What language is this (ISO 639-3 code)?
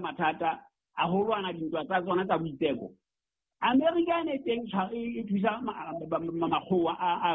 sot